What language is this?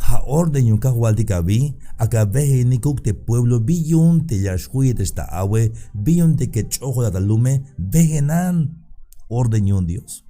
Tzeltal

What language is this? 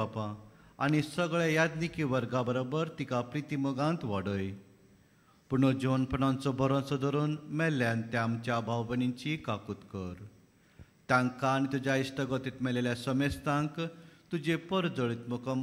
Konkani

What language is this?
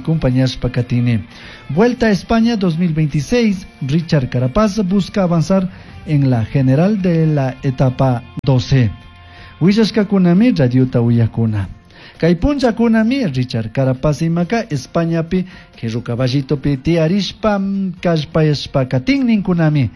Chimborazo Highland Quichua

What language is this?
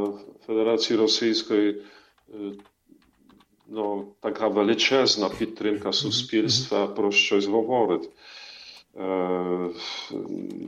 Ukrainian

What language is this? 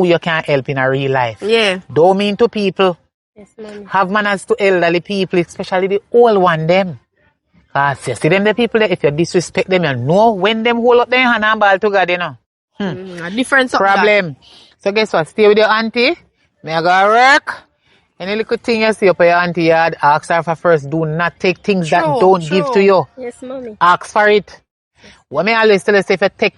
Jamaican Creole English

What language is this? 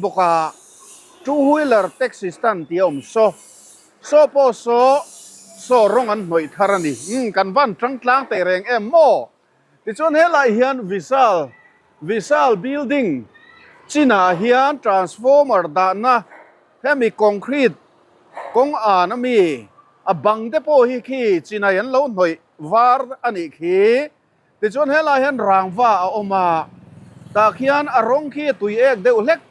Mizo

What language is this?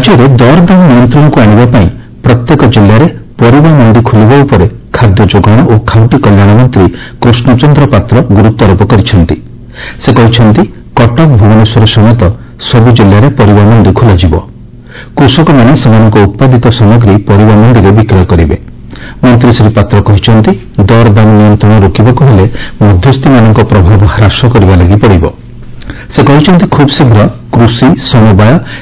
Odia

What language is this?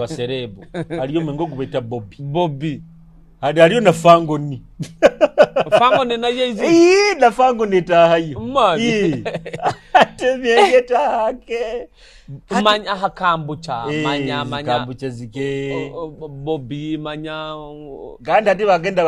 Nyoro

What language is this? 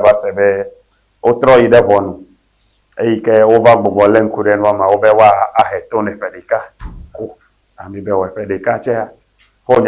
Ewe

